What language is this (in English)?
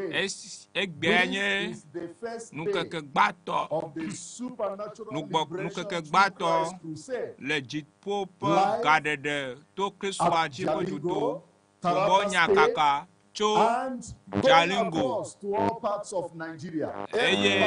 Ewe